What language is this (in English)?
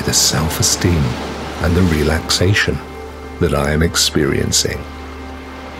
English